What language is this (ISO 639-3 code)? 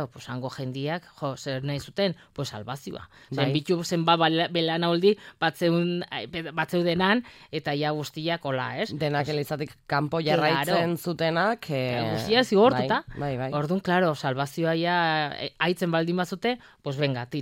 eus